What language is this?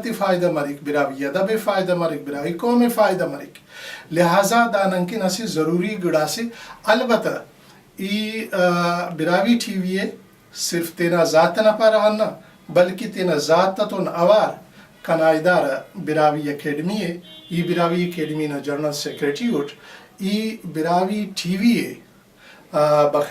Brahui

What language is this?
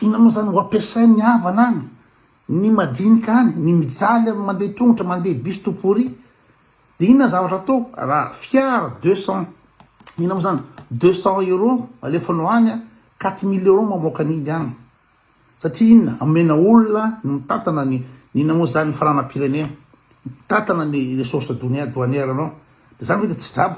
Malagasy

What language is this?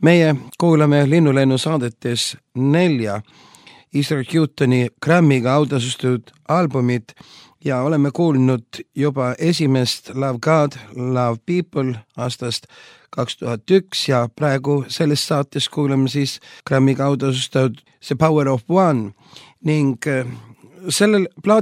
Estonian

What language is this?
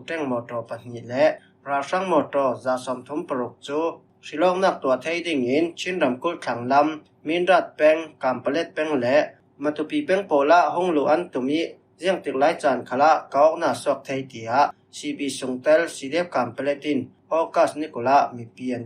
Falam Chin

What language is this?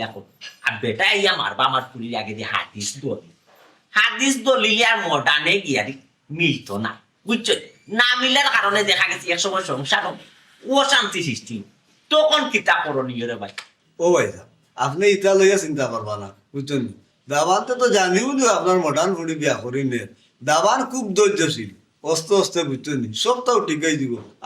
Sylheti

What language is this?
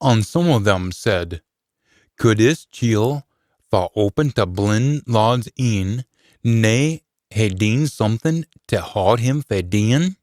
Scots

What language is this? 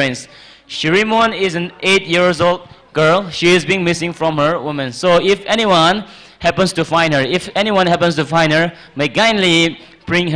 Tangkhul Naga (India)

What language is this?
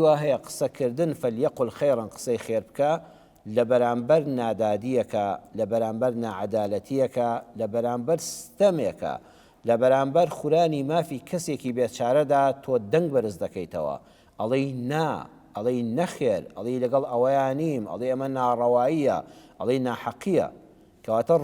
Central Kurdish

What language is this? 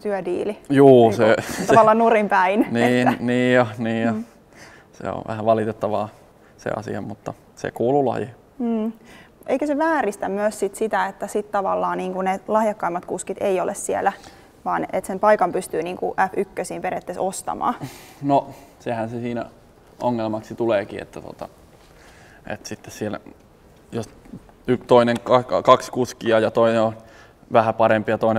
Finnish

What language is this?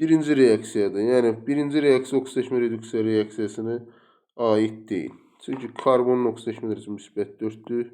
Azerbaijani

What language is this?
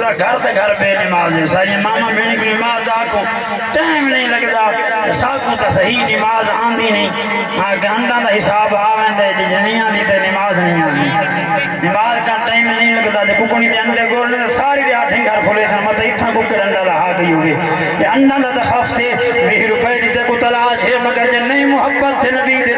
Saraiki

